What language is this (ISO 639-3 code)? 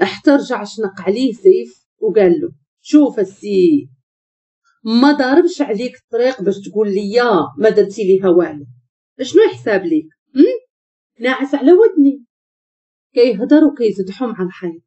ary